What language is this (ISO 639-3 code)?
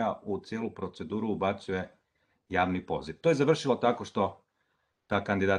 srp